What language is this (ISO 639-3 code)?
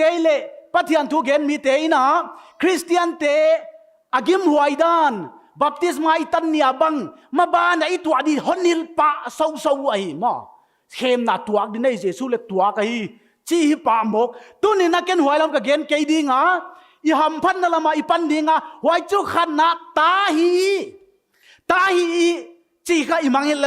pck